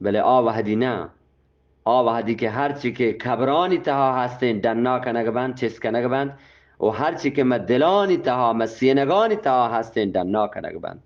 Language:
Eastern Balochi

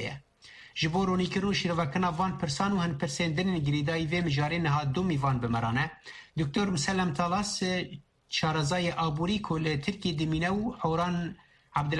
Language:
Kurdish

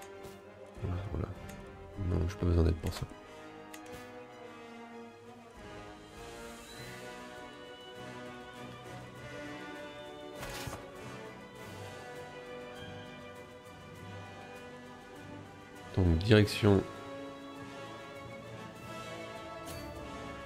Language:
French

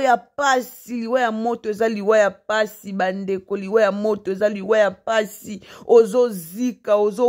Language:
Lingala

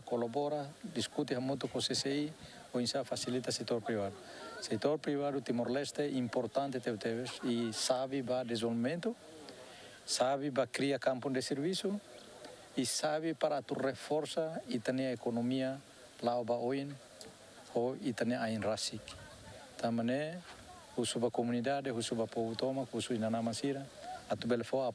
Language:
Tetum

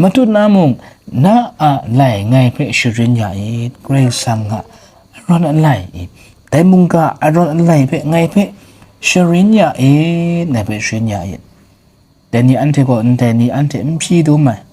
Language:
Kachin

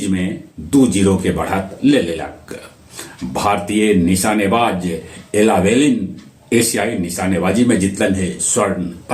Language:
Magahi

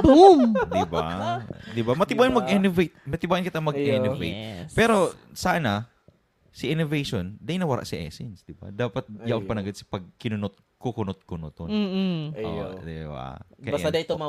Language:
Bikol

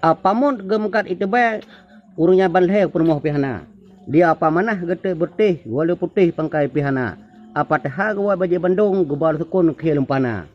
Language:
Achinese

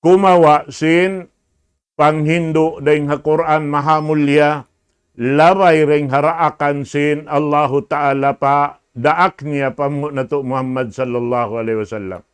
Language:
Tausug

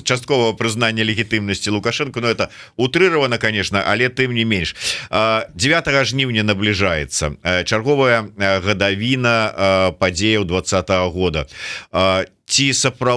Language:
Belarusian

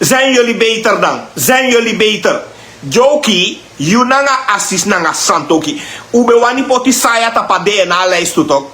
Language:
Sranan Tongo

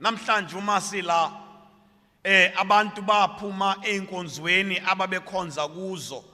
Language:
Zulu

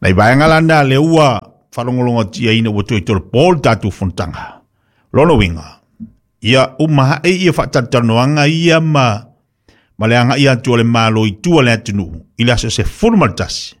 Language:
Samoan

